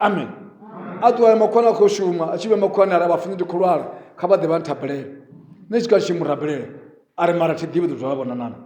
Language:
Venda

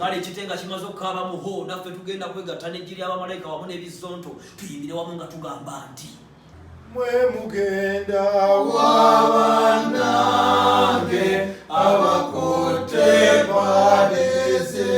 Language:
Ganda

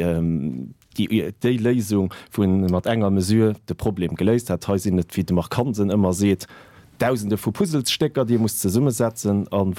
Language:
Luxembourgish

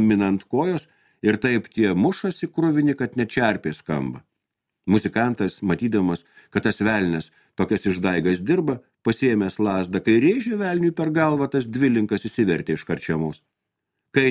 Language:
Lithuanian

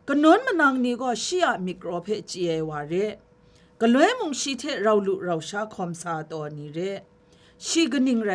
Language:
Kachin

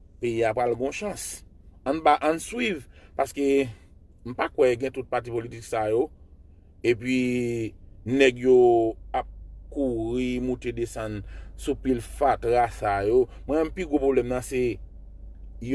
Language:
Haitian Creole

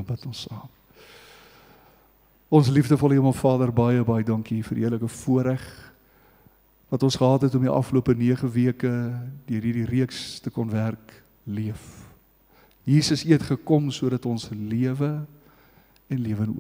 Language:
Afrikaans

